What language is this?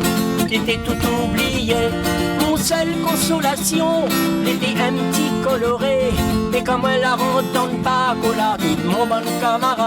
Réunion Creole French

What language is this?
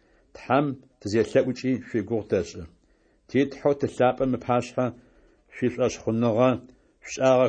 Adyghe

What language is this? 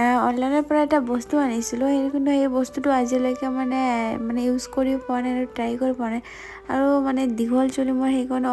Assamese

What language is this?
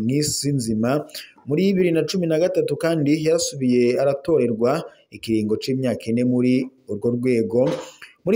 Rundi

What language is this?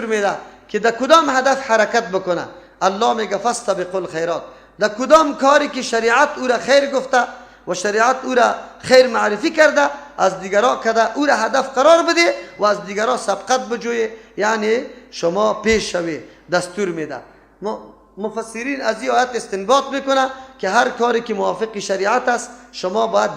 Persian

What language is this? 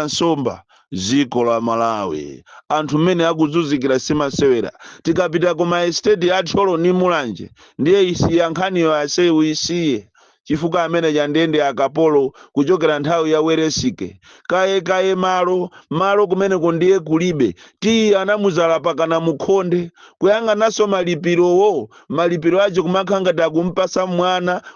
Nyanja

